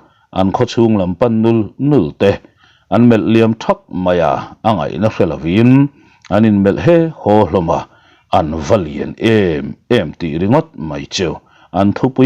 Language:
Mizo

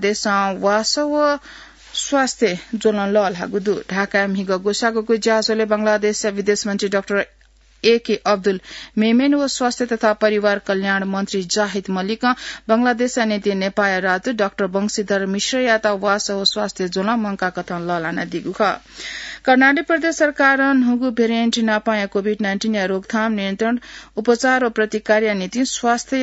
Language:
Newari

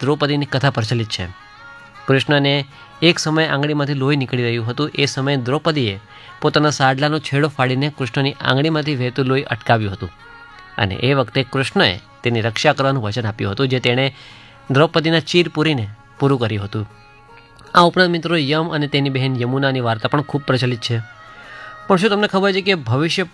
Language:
Gujarati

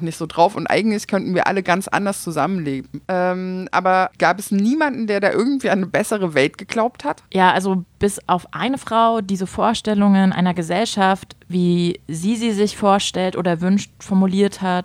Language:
German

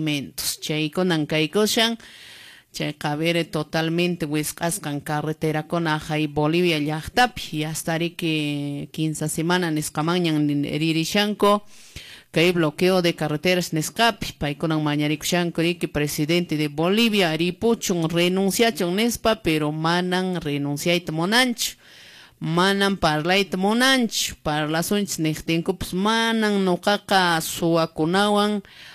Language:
Quechua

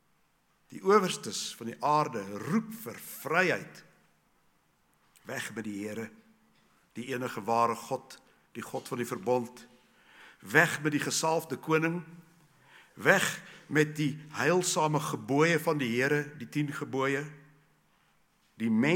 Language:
Afrikaans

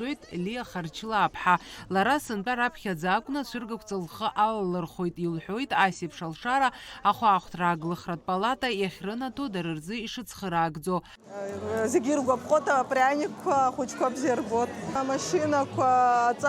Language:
Abkhazian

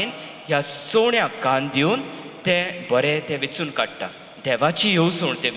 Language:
Konkani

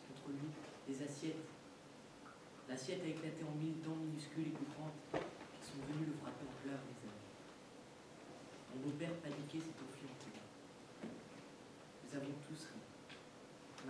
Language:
French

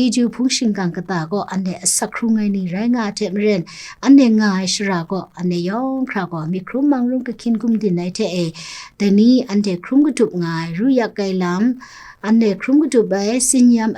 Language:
Kachin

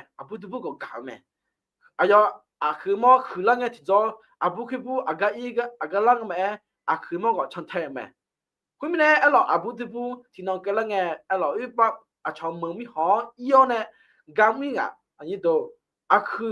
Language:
Akha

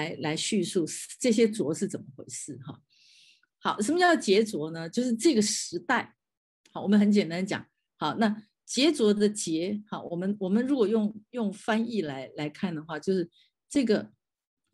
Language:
Chinese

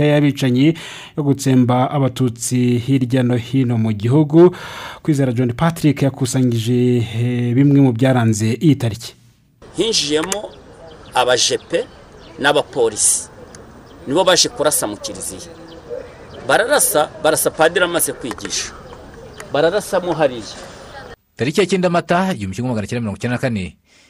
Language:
Kinyarwanda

